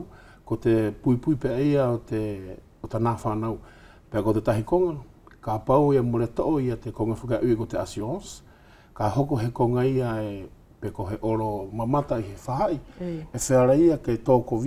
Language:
Wallisian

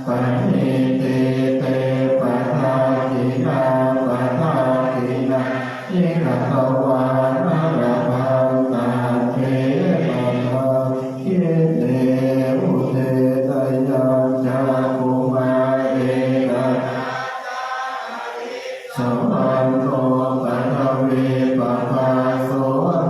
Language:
Pali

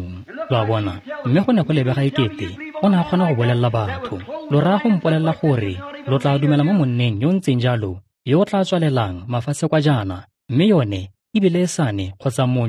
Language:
Tswana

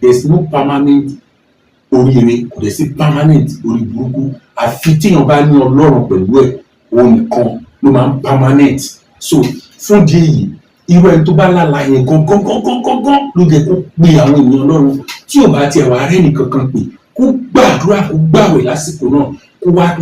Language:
Yoruba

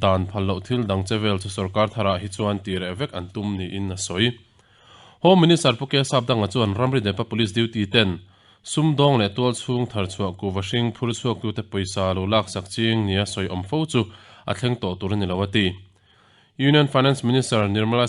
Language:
Mizo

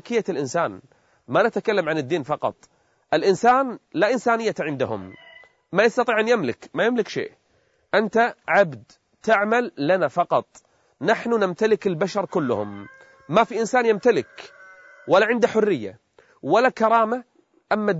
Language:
Arabic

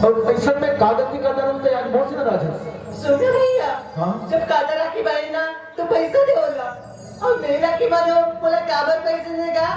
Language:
Chhattisgarhi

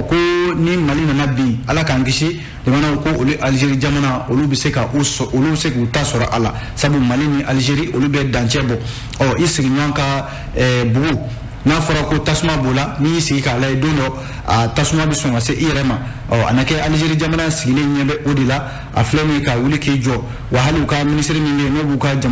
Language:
Bambara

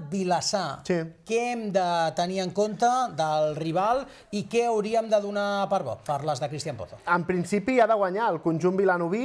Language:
Catalan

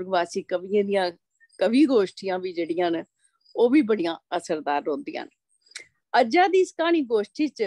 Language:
Dogri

